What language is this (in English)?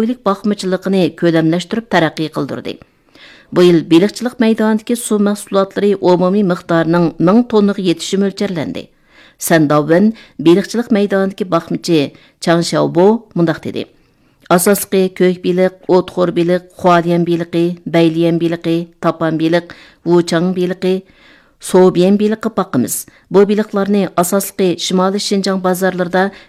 Uyghur